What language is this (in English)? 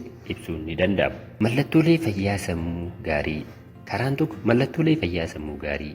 Oromo